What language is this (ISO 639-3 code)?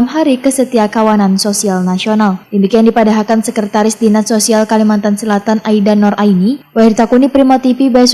bjn